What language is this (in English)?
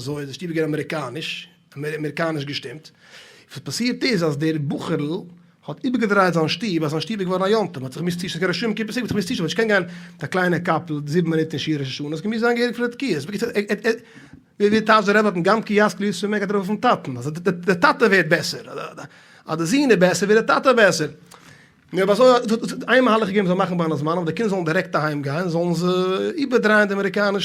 Yiddish